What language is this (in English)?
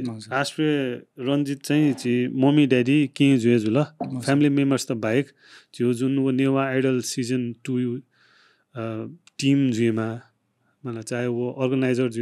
Newari